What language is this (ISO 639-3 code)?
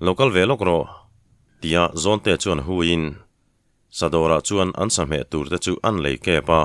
lus